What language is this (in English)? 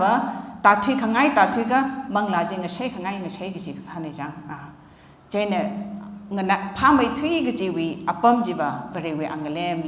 Tangkhul Naga (India)